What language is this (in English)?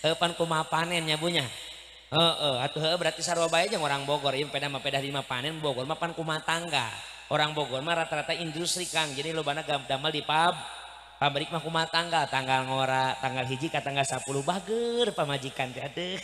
Sundanese